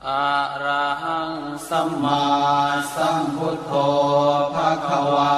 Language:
Pali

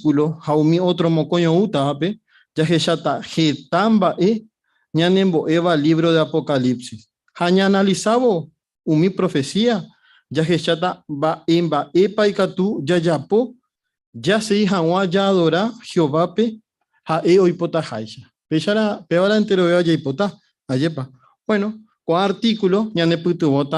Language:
Guarani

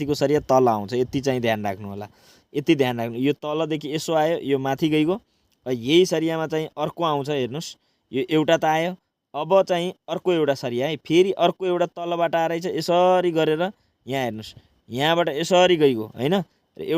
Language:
Nepali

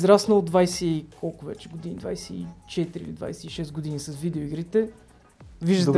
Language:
Bulgarian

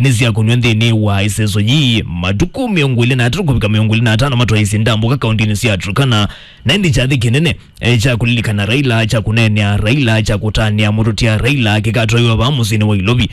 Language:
Kamba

